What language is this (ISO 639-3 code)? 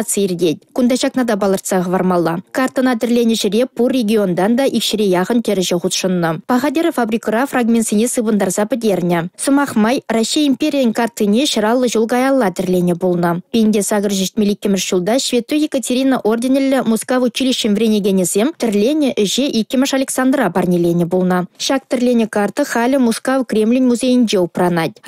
chv